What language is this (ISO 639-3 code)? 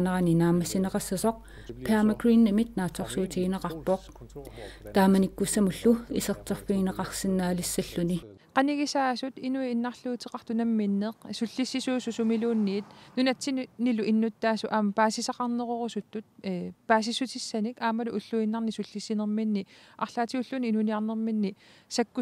kal